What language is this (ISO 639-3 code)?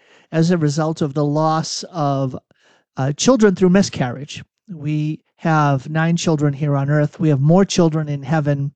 eng